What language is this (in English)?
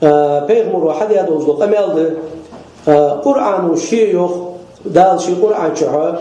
Chechen